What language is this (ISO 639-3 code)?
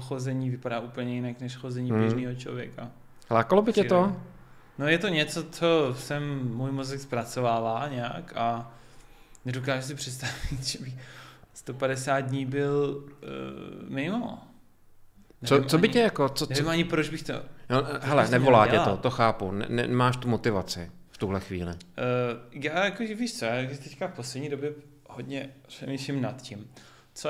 ces